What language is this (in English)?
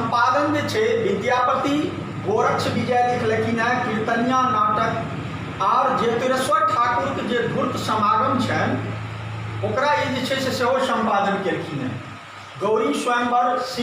Maithili